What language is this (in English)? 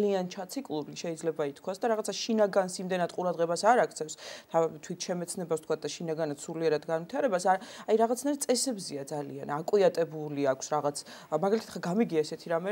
Georgian